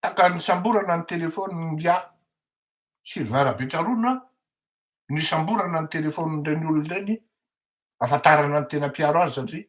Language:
Malagasy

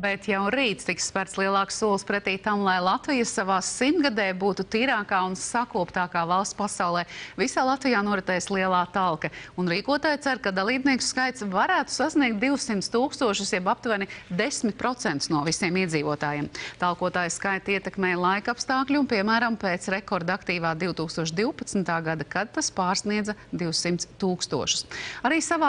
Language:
Latvian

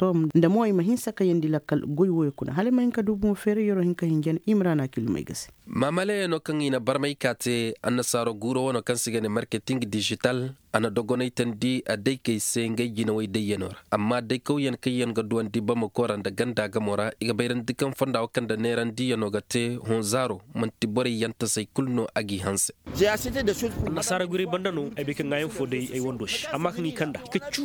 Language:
Zarma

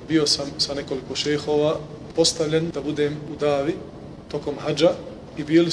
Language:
Bosnian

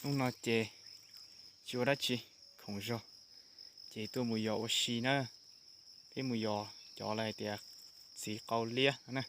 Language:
Hmong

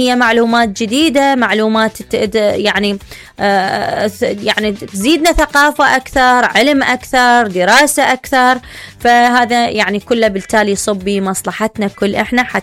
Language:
Mesopotamian Arabic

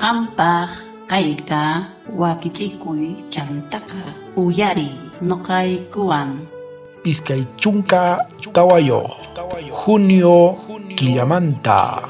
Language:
South Bolivian Quechua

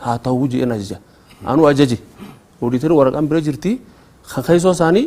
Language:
Oromo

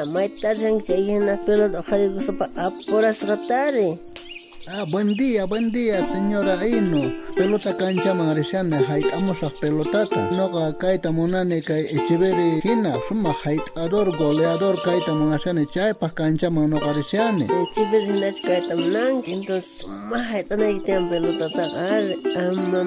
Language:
South Bolivian Quechua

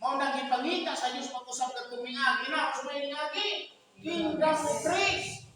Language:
Cebuano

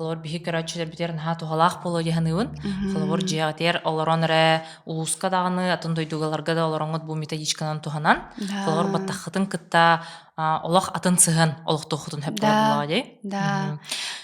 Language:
Yakut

